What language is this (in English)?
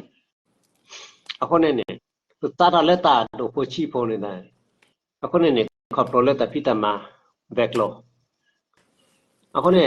S'gaw Karen